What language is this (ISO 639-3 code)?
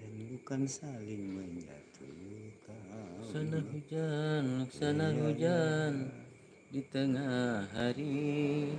bjn